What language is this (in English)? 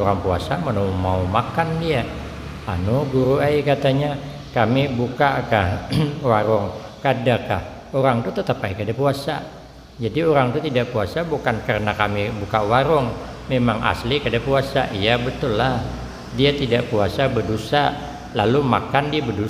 Banjar